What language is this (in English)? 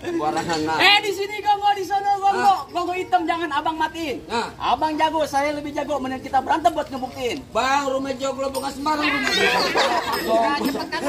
Betawi